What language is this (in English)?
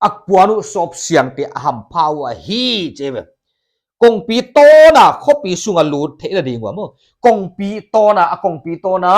Paite Chin